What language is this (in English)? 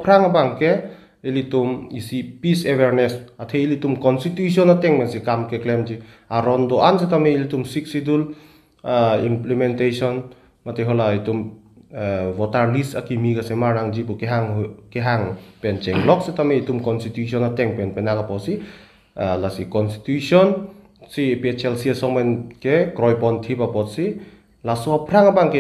Karbi